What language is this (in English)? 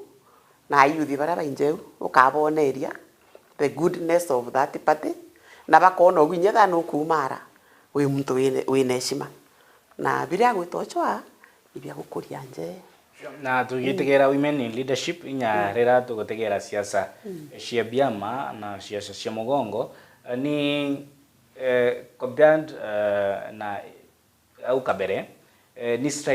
Meru